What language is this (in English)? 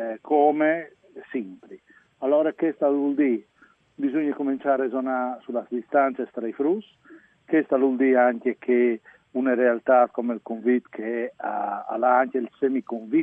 Friulian